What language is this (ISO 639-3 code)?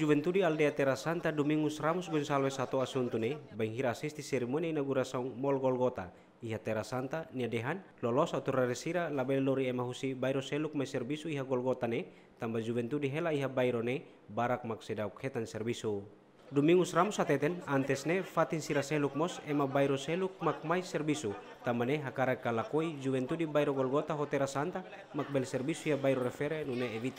tet